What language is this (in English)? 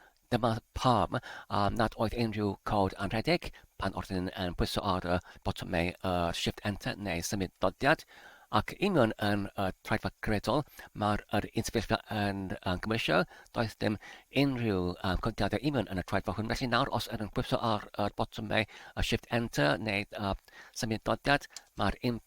Welsh